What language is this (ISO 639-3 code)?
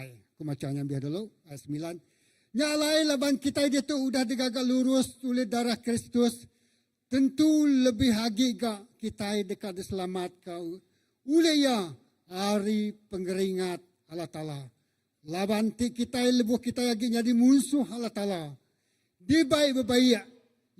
iba